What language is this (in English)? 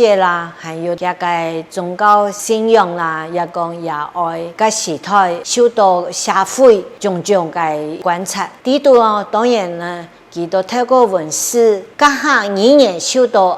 Hakka Chinese